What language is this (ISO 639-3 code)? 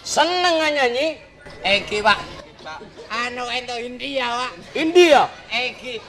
mad